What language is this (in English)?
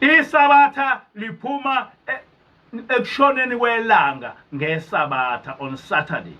Zulu